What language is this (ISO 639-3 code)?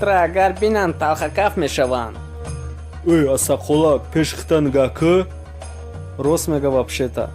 tgk